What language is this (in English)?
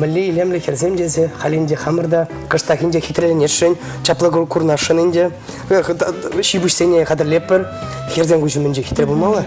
Chuvash